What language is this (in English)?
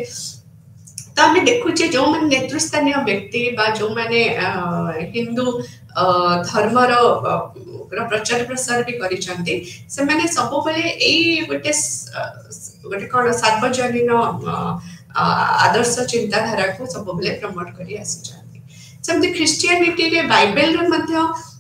Odia